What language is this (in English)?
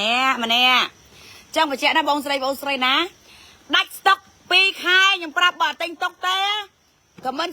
Khmer